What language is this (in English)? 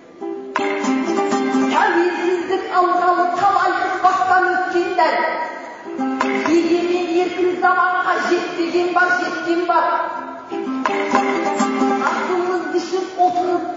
Kazakh